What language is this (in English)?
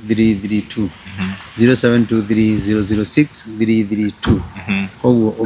Kikuyu